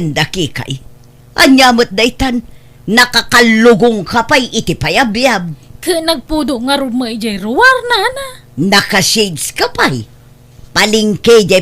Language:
Iloko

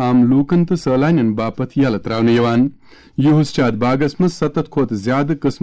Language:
Kashmiri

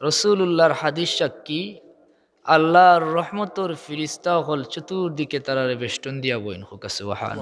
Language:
Sylheti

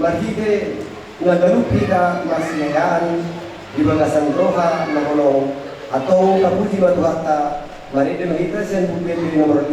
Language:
Batak Toba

